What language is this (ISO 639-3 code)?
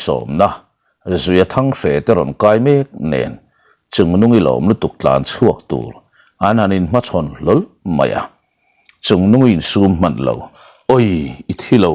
lus